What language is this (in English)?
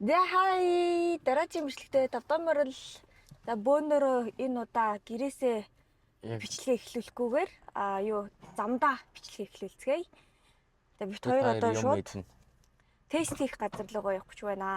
Mongolian